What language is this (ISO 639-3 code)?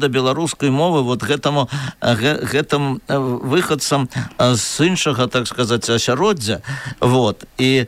bel